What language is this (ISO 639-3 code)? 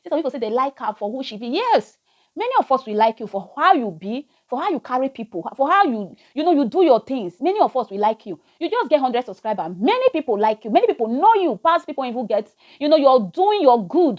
pcm